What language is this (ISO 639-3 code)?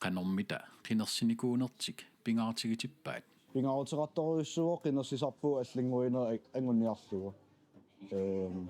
kal